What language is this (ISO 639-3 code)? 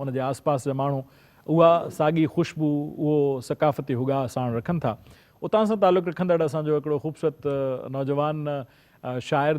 snd